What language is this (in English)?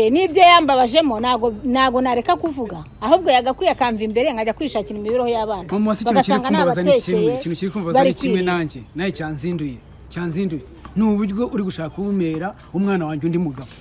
Kinyarwanda